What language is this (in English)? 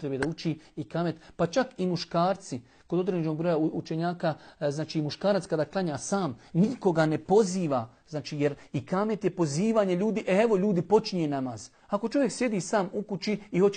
Bosnian